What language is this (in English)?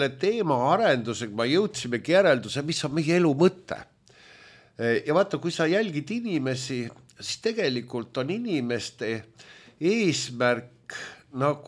Estonian